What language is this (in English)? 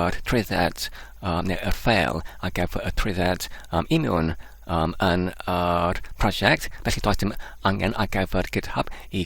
Welsh